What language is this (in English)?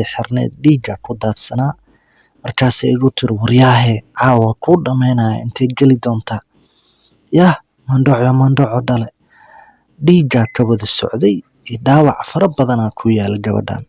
Somali